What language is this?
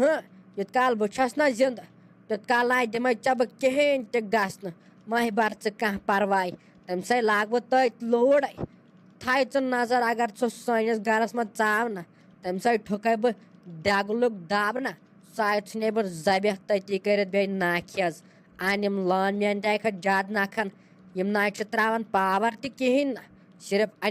Kashmiri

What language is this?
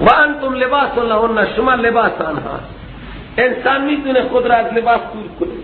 Persian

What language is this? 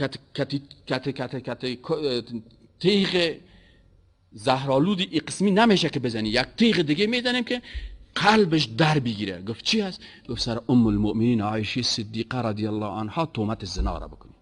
Persian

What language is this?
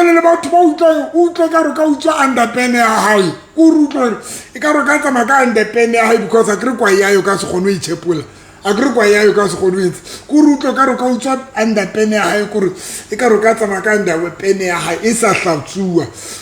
Southern Sotho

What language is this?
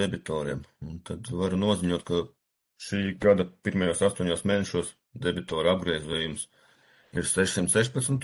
Latvian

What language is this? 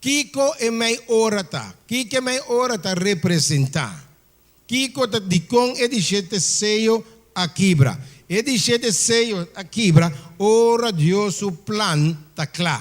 Papiamento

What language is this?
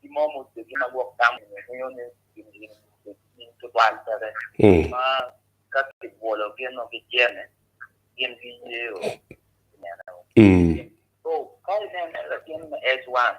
Acoli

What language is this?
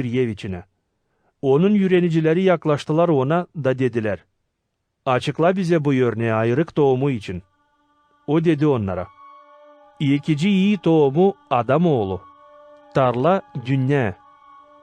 Gagauz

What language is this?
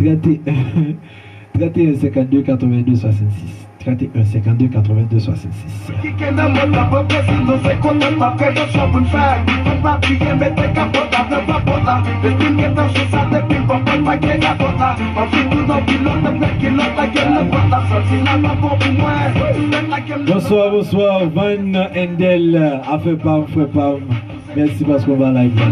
Haitian Creole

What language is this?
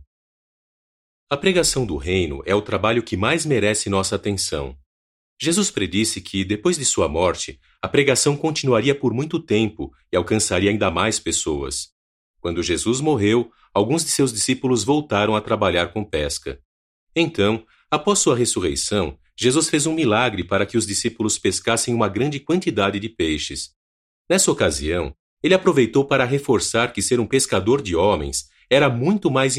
Portuguese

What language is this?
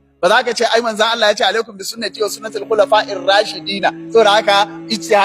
Hausa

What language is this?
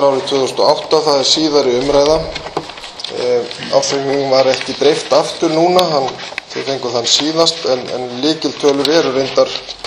Icelandic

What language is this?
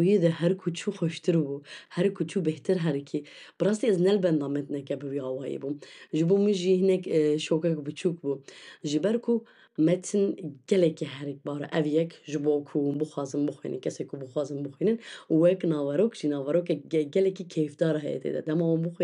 Kurdish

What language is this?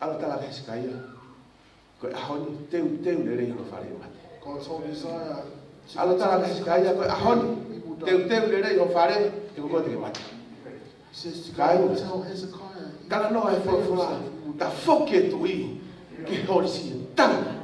Tongan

